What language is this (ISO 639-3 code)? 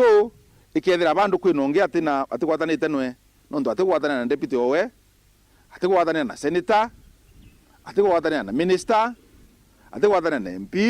mer